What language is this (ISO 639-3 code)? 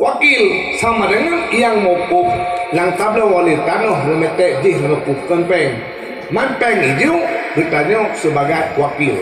ace